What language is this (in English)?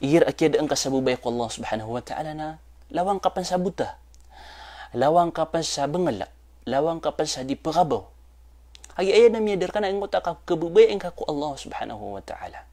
Maranao